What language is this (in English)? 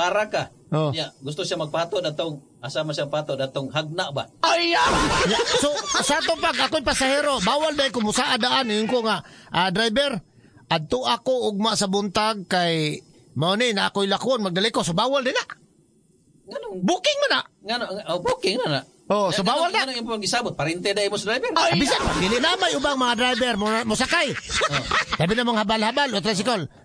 Cebuano